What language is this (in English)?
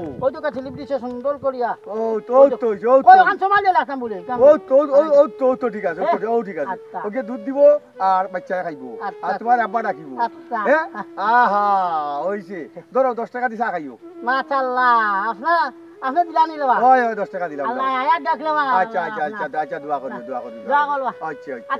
Sylheti